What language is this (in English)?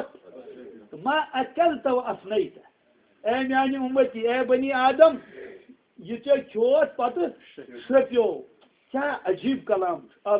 Kashmiri